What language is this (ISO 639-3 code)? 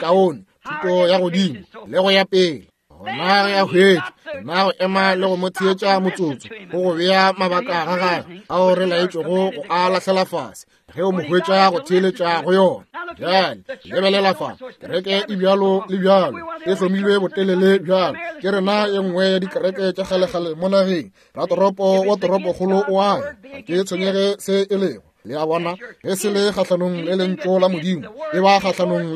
nso